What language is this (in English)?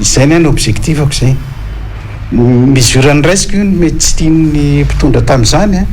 Malagasy